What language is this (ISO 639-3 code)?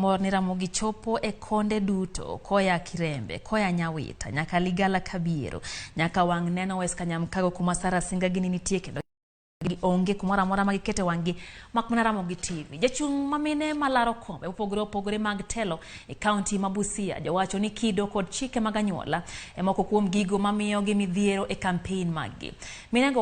luo